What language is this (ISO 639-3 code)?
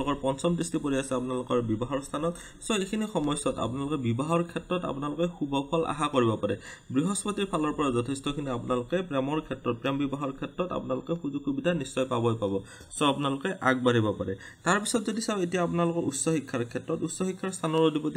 asm